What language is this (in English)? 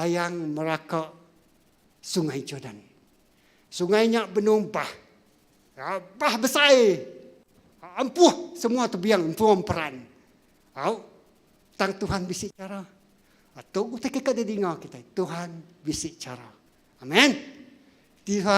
Iban